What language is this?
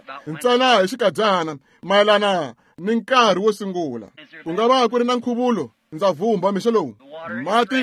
Tsonga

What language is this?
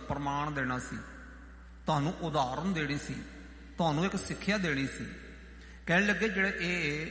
Punjabi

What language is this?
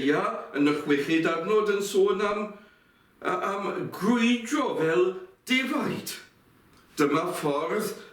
Welsh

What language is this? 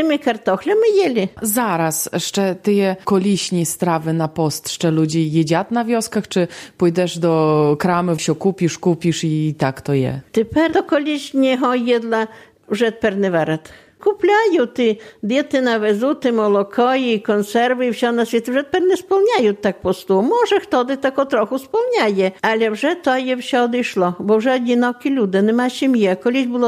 Belarusian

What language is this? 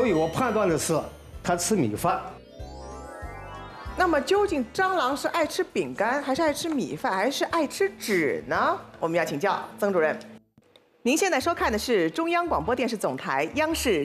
Chinese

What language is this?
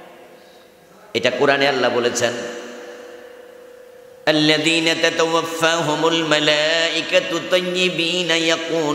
Bangla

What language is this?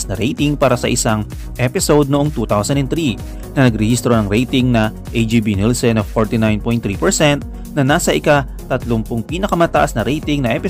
Filipino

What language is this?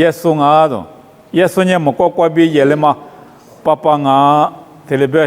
Lisu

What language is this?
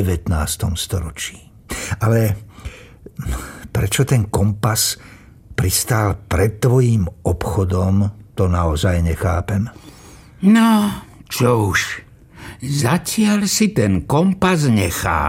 Slovak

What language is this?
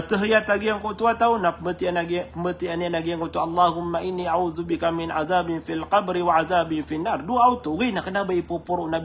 Maranao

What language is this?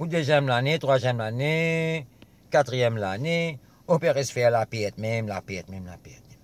Morisyen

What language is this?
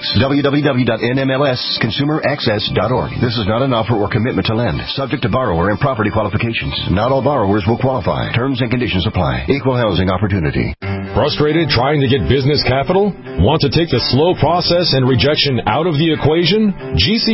English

